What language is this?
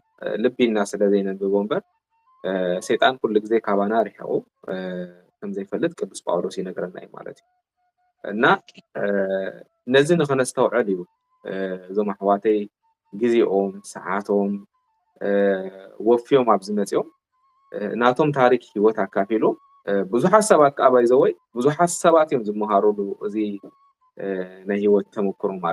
Tigrinya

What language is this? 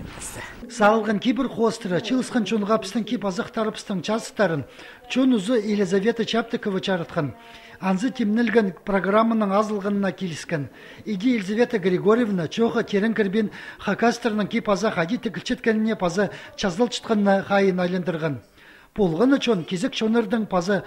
Khakas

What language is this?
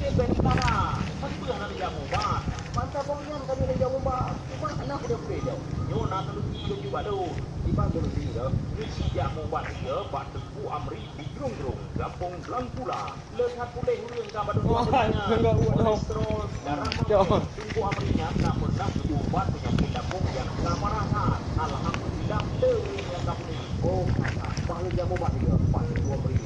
Achinese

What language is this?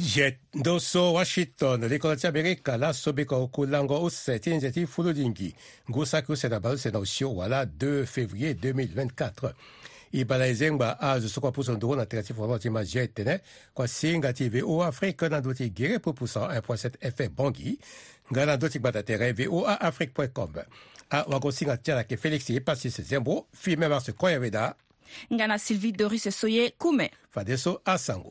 Sango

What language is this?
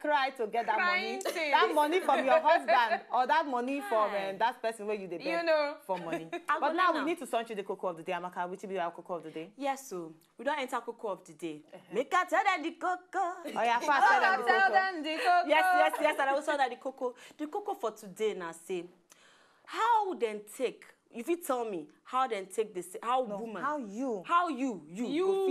Nigerian Pidgin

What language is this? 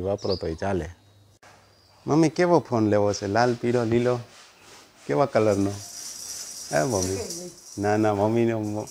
Gujarati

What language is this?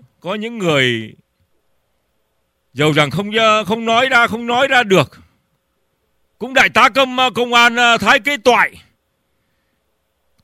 Vietnamese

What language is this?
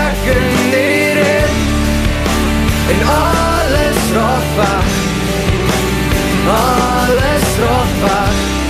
Afrikaans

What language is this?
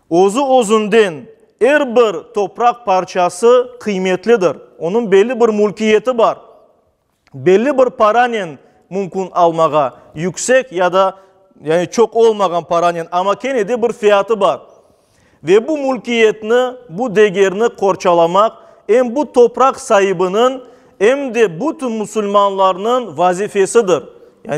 Crimean Tatar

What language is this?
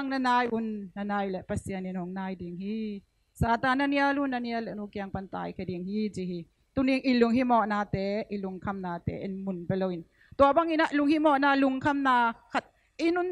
Tedim Chin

